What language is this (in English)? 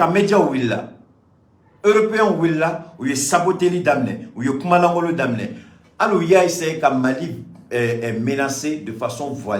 Bambara